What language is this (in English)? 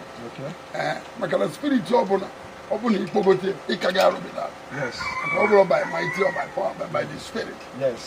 Igbo